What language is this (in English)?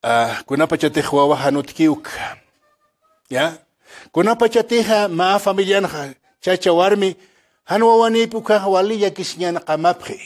Aymara